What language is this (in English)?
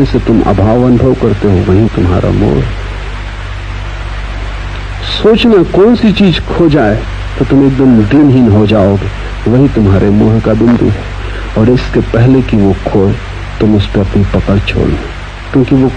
Hindi